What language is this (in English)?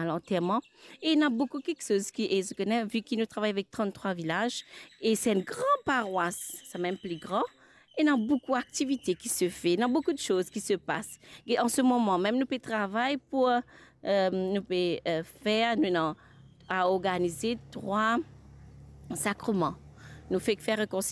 Morisyen